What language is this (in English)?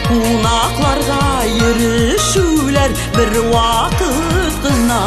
Bashkir